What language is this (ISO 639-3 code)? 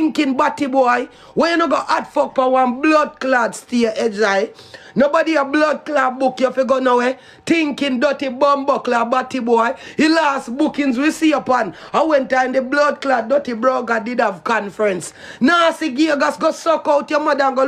jam